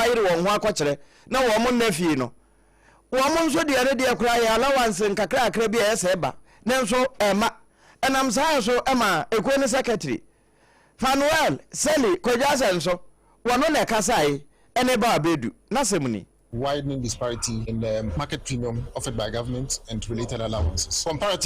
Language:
Akan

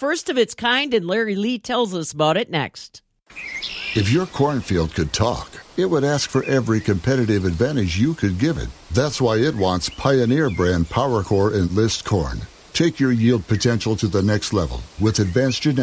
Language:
English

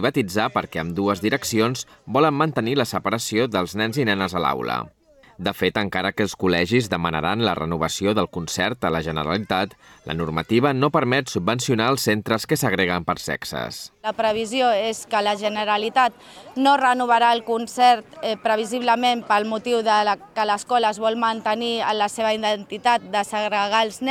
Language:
Catalan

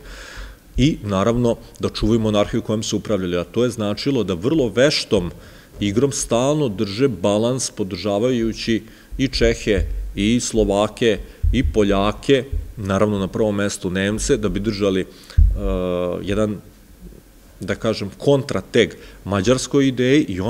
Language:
Serbian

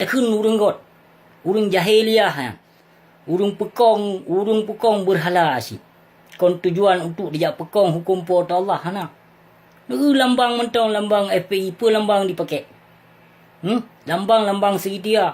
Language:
Achinese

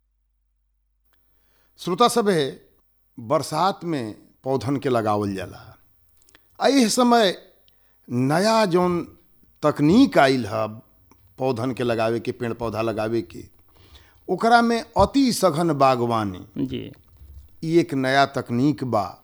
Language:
Bhojpuri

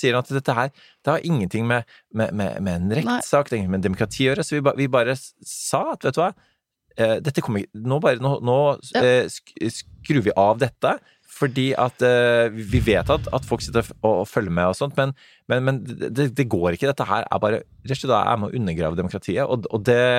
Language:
Norwegian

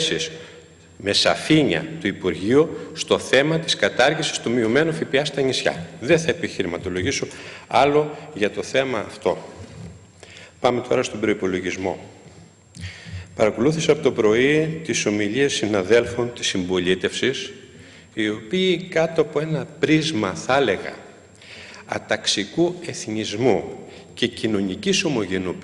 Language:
Greek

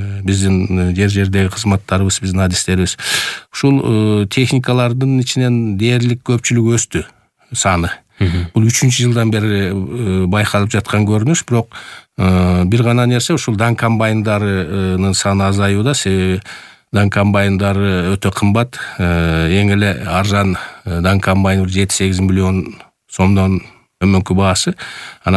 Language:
Kyrgyz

